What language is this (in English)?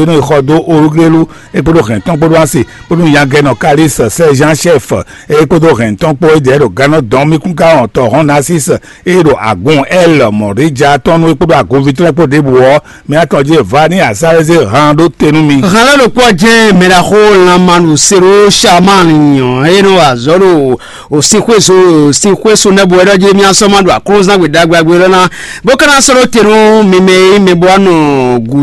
Fon